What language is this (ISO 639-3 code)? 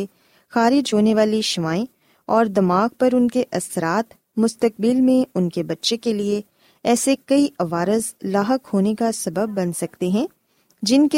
urd